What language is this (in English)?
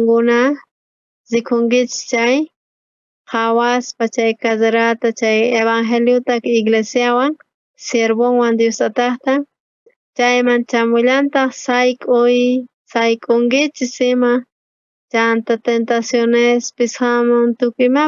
South Bolivian Quechua